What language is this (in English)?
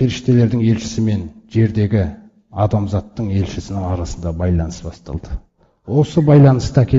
Kazakh